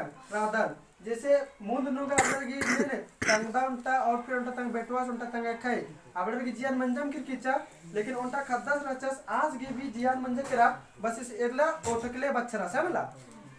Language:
Kurukh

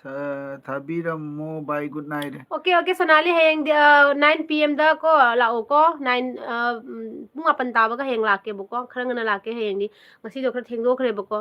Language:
Manipuri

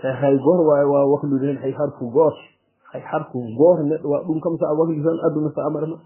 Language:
Fula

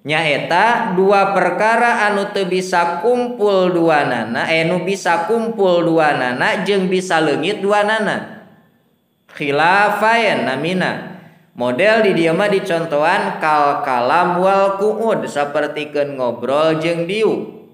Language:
Sundanese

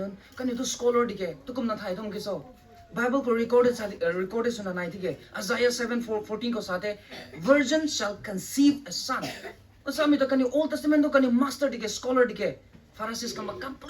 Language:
Rongmei Naga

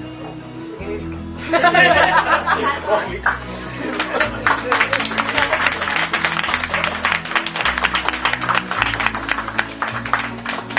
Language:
Greek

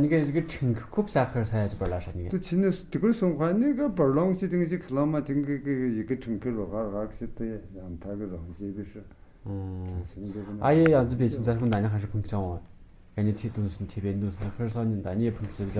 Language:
Tu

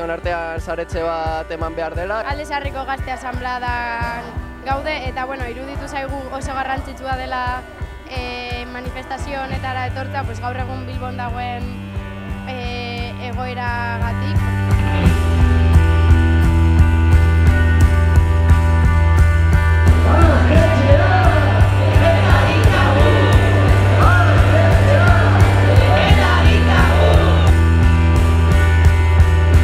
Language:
Basque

